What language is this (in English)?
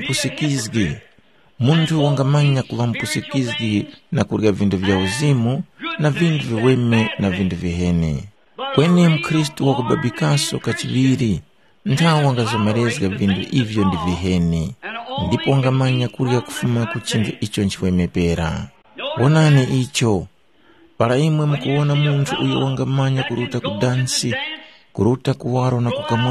Tumbuka